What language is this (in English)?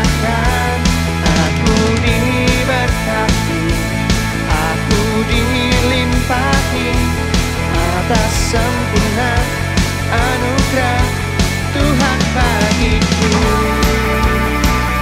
Indonesian